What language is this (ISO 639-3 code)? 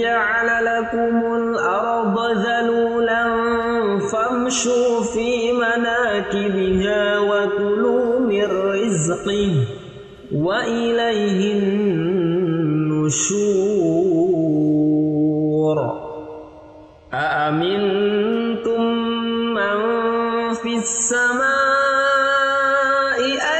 ara